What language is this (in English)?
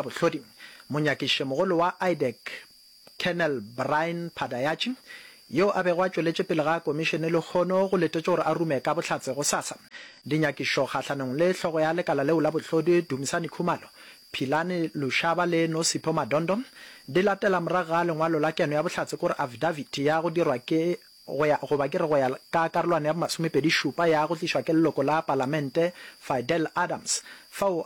Northern Sotho